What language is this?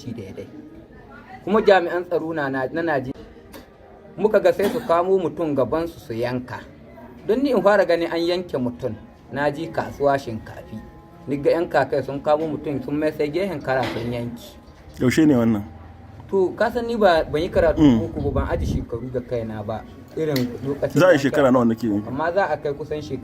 Hausa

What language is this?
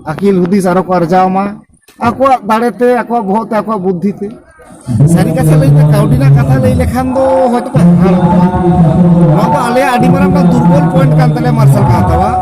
Santali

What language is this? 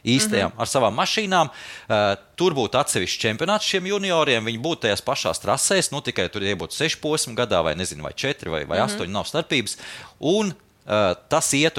Latvian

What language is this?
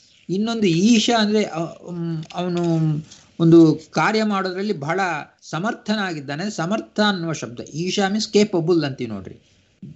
Kannada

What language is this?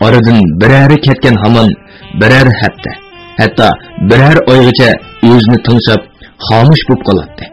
Uyghur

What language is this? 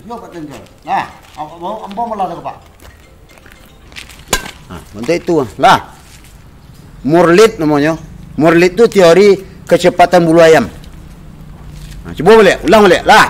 Minangkabau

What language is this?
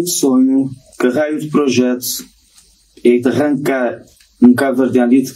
Kabuverdianu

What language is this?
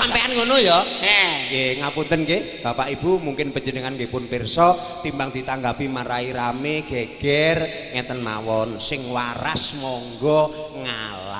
Javanese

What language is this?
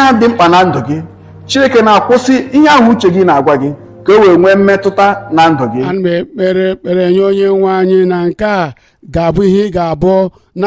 Igbo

